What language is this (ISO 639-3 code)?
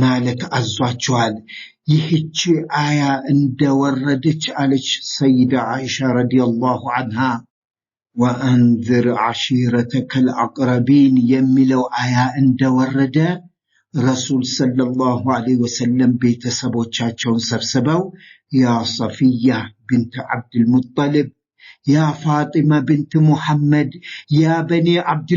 amh